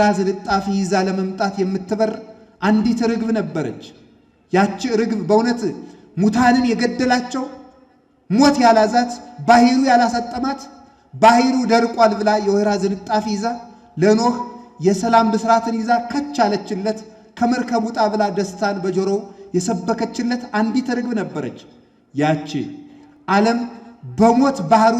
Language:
Amharic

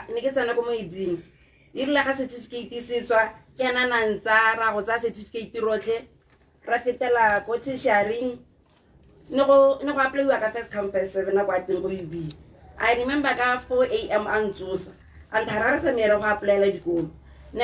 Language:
Tswana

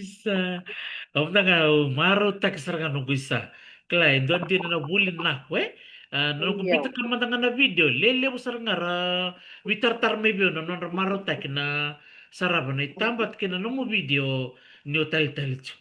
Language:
Fijian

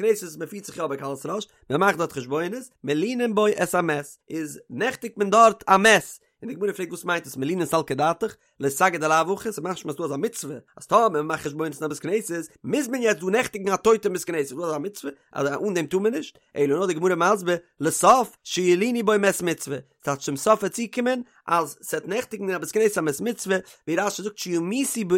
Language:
Yiddish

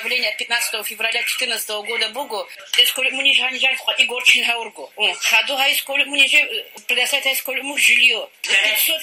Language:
Avaric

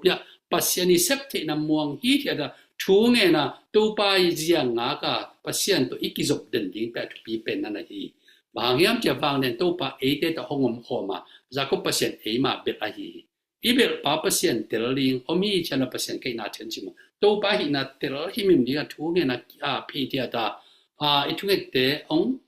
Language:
Tedim Chin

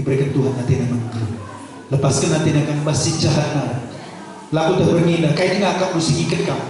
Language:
Batak Karo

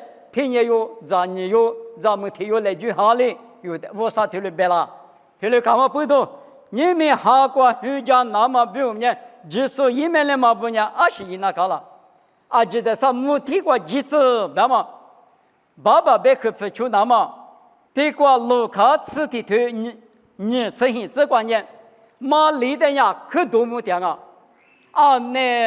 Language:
Lisu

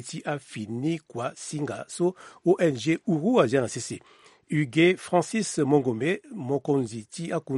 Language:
Sango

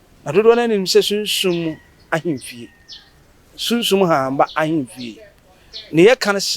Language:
Akan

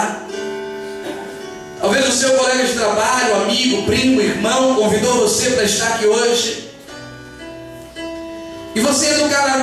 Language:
Portuguese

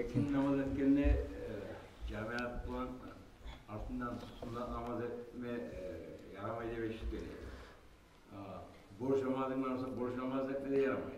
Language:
Kumyk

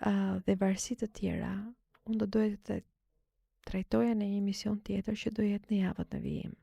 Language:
Albanian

